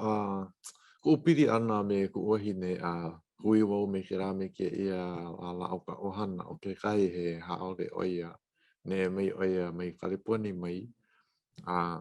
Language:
Hawaiian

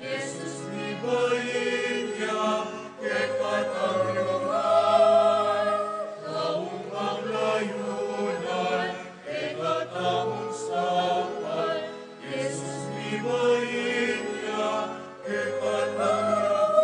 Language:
Pampanga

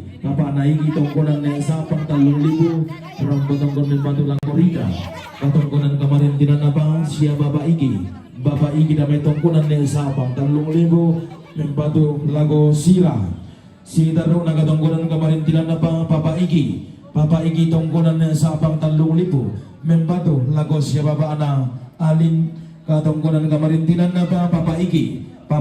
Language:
Toraja-Sa'dan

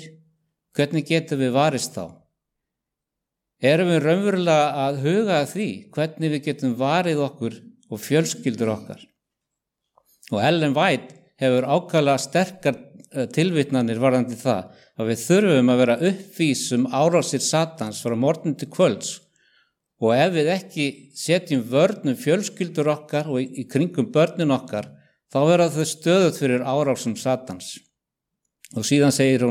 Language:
Icelandic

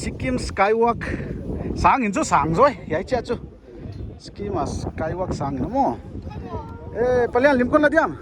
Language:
Paite Chin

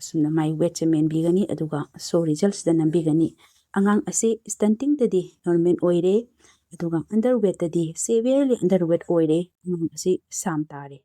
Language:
Manipuri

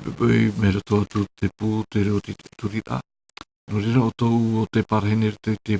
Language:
Tahitian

